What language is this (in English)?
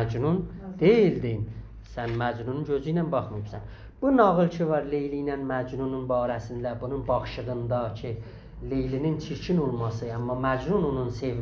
South Azerbaijani